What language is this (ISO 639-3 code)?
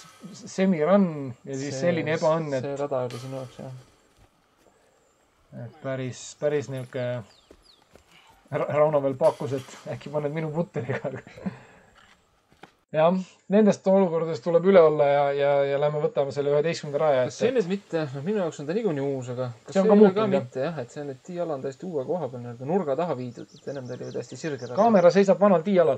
est